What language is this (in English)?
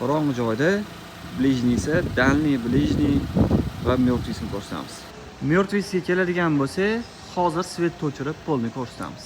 Uzbek